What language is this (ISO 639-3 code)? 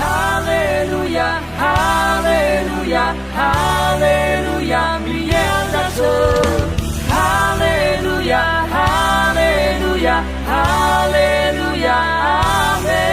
ahk